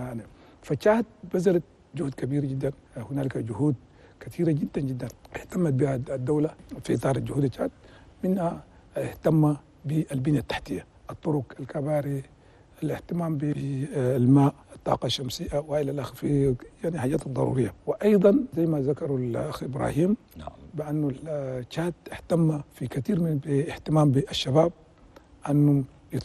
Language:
Chadian Arabic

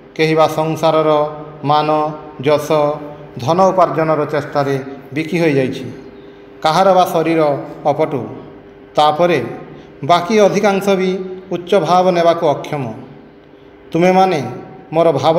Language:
Odia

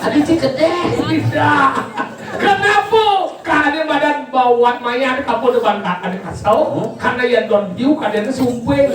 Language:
Balinese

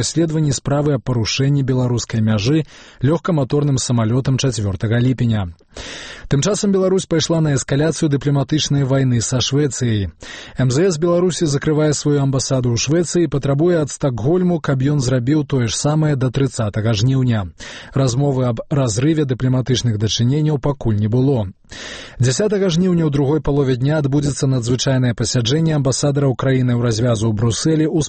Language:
Belarusian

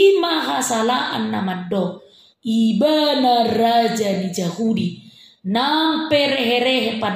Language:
Batak Toba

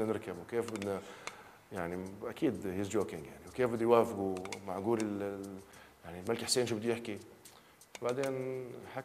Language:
North Levantine Arabic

